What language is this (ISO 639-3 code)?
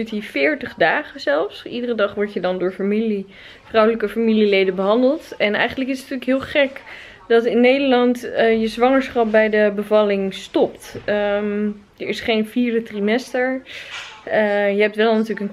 nld